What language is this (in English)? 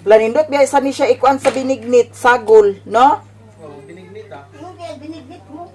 Cebuano